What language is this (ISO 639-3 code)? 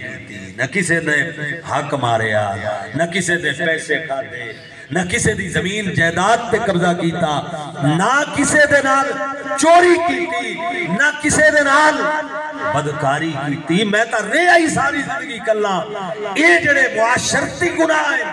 skr